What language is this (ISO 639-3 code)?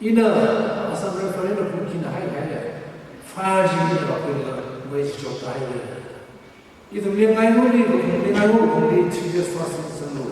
nmf